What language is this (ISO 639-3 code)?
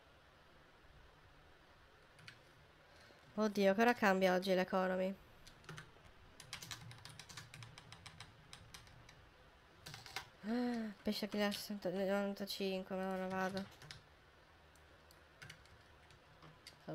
ita